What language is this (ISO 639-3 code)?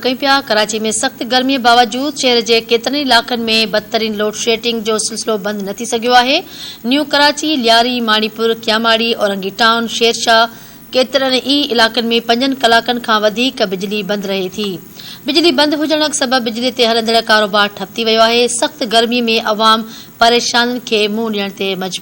snd